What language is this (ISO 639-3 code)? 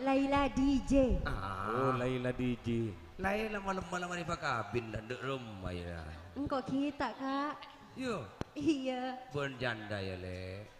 mad